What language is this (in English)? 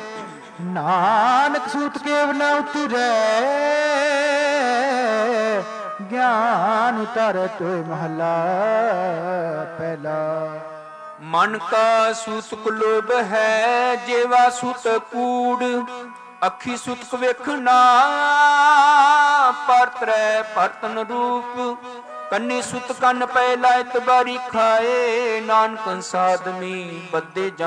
Punjabi